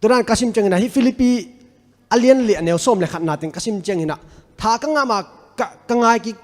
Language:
Tedim Chin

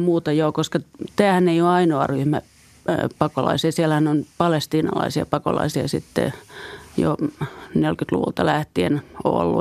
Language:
Finnish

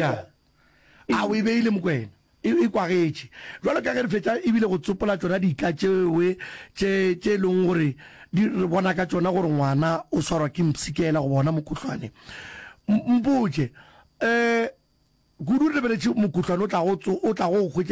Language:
Northern Sotho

